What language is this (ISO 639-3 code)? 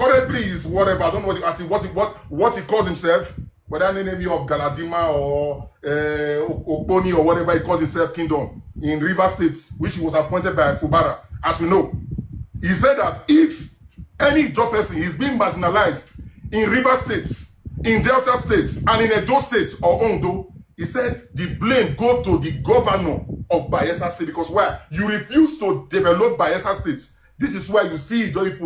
pcm